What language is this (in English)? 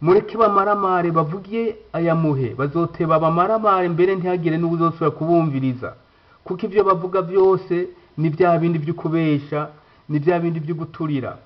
Rundi